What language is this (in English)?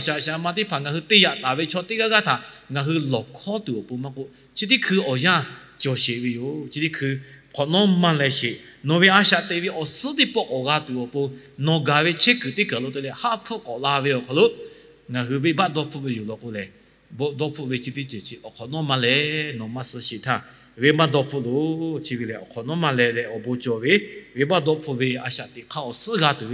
Lahu